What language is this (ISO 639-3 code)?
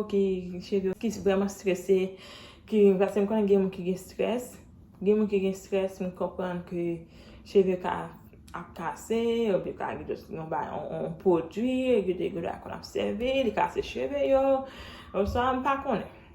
hat